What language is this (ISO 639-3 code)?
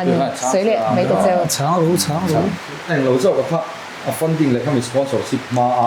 lus